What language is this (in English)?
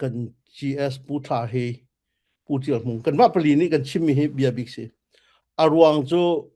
Falam Chin